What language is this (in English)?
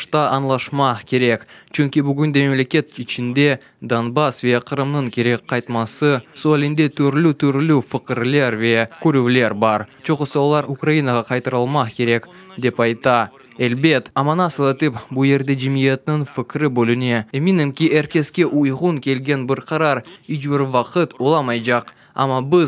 Crimean Tatar